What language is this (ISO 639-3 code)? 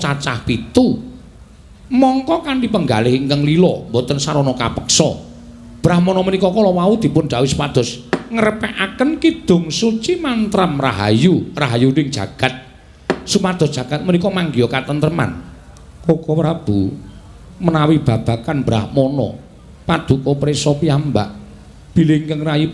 jav